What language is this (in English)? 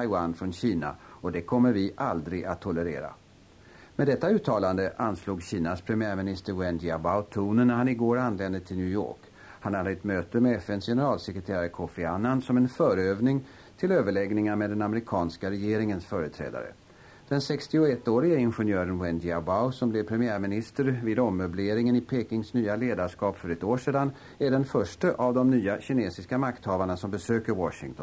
Swedish